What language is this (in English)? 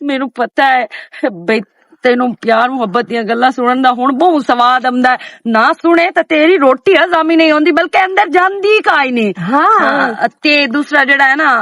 Western Panjabi